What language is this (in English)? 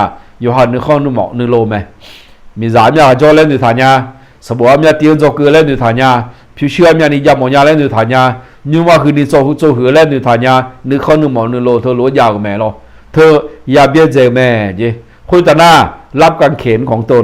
Akha